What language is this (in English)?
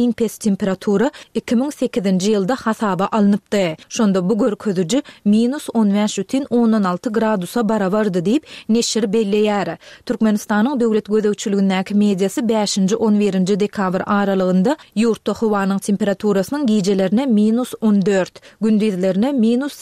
Turkmen